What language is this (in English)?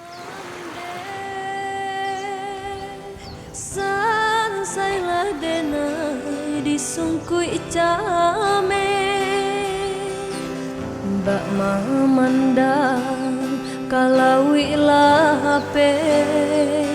Minangkabau